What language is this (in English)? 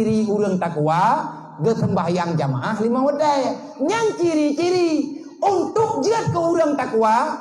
Achinese